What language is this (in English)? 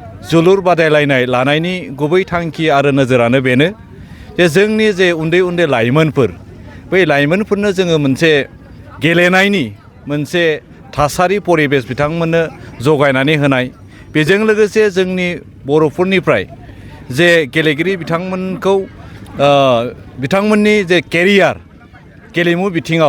Bodo